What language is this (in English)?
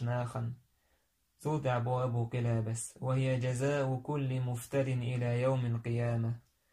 Chechen